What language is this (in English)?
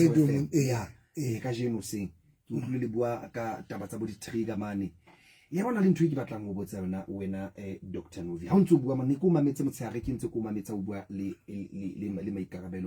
Southern Sotho